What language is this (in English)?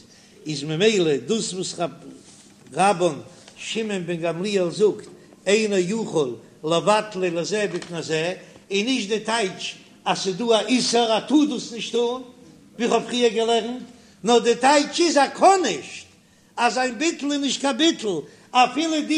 Yiddish